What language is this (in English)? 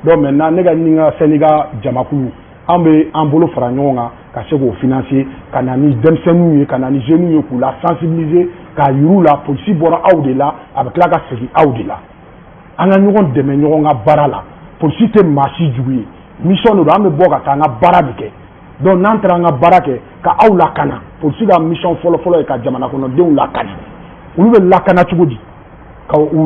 Bambara